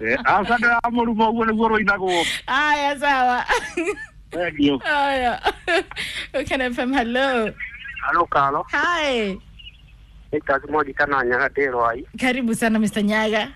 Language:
Kikuyu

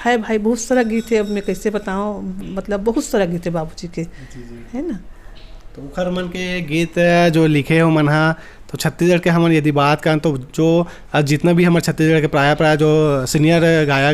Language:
Chhattisgarhi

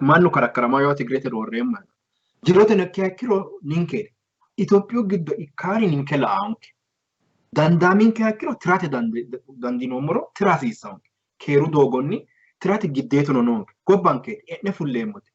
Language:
Sidamo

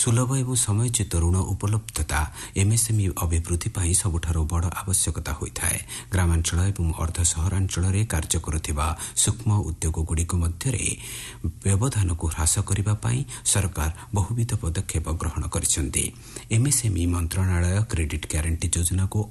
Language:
Odia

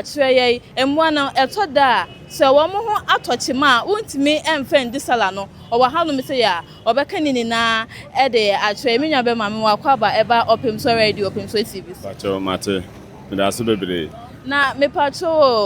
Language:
Akan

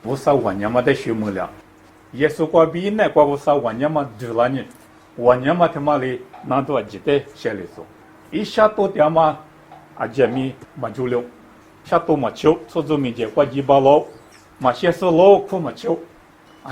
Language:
Lisu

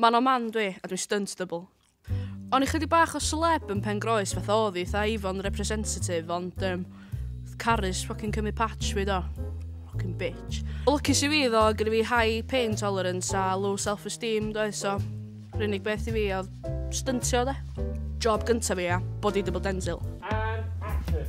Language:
Welsh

